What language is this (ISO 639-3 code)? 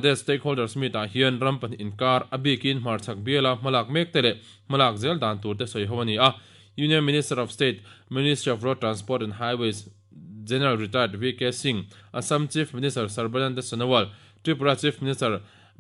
lus